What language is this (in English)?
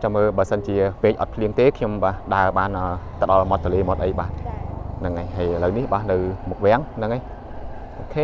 Khmer